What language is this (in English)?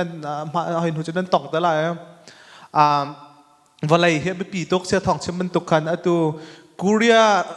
Hakha Chin